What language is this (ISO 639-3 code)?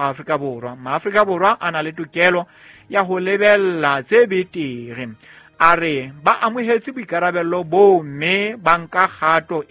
sot